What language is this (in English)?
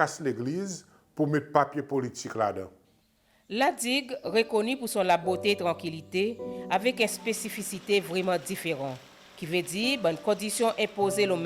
Seselwa Creole French